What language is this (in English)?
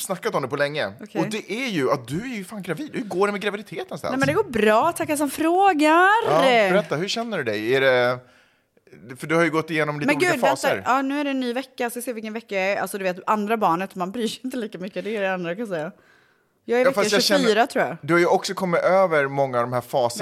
Swedish